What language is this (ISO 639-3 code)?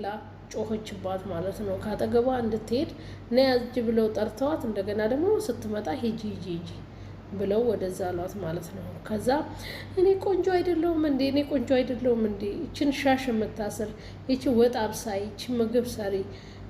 amh